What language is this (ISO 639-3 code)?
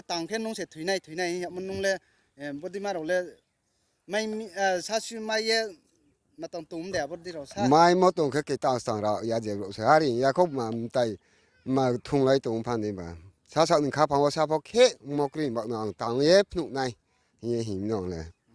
ria